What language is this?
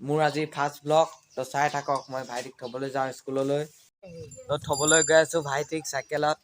Assamese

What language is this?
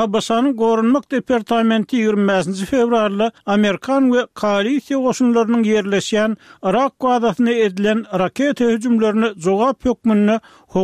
Turkmen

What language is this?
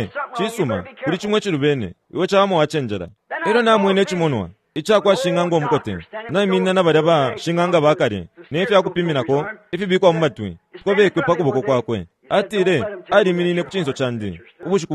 Bemba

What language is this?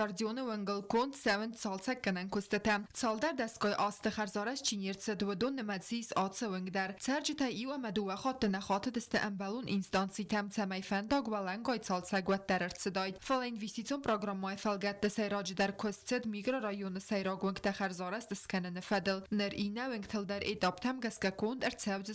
Ossetic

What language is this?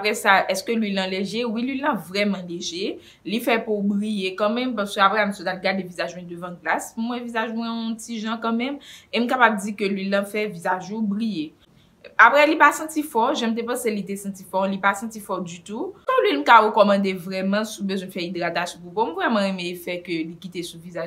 Haitian Creole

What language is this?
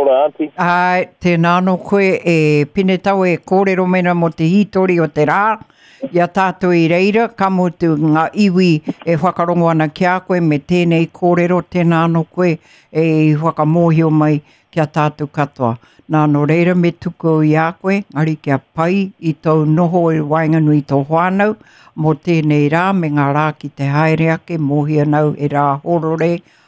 Māori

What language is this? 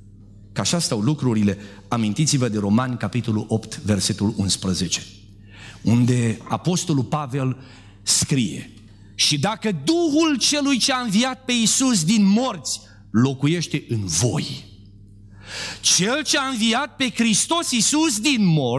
Romanian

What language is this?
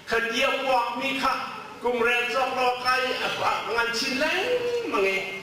Hakha Chin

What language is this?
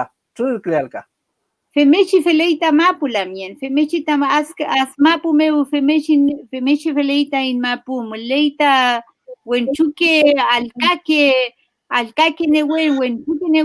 Mapuche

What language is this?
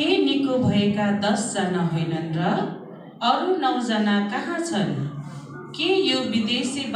Nepali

